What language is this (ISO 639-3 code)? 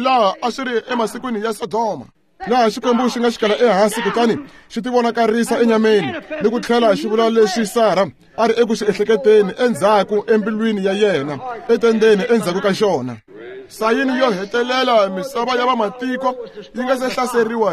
tso